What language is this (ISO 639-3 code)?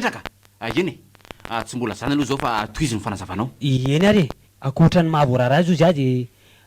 mlg